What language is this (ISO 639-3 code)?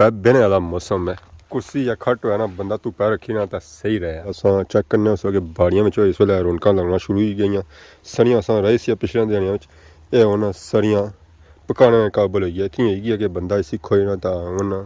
phr